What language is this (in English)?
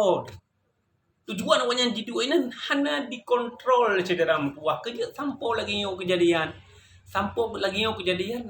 Achinese